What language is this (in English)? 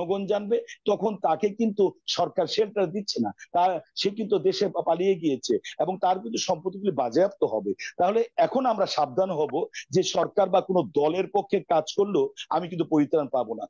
Bangla